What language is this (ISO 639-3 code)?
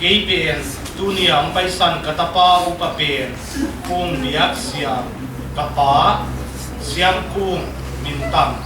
pck